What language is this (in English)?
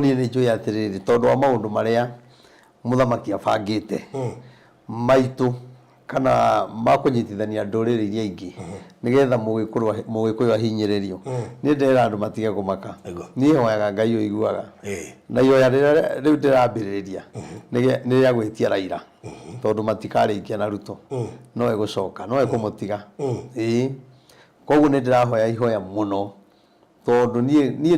Kikuyu